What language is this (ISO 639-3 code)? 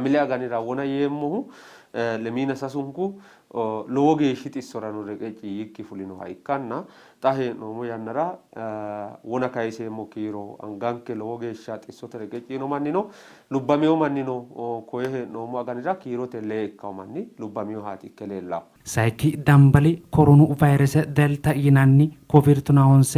sid